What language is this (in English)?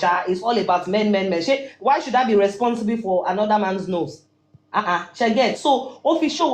Yoruba